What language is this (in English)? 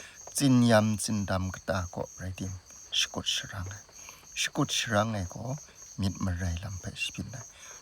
Kachin